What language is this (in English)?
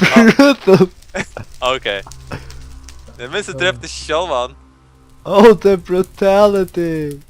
Faroese